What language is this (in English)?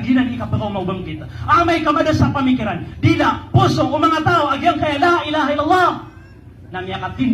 Maranao